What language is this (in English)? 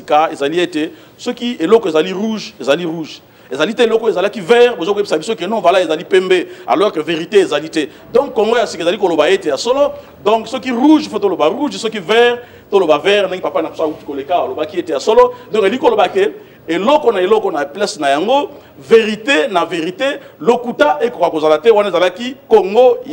Lingala